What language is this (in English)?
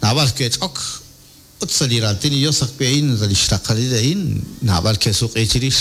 Kekchí